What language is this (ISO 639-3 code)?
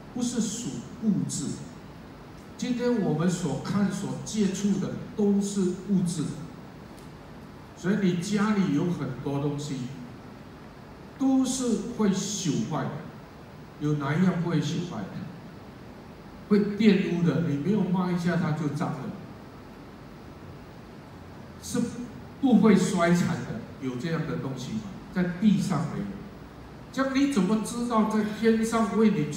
zho